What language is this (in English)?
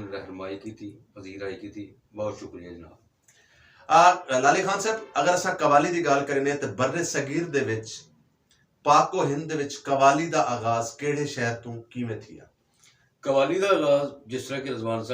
Saraiki